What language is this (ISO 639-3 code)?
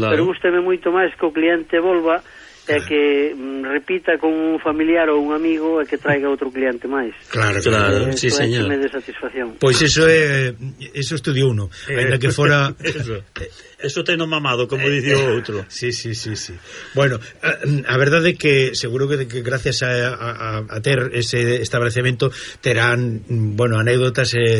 glg